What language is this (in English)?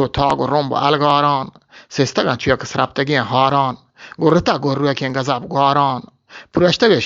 Eastern Balochi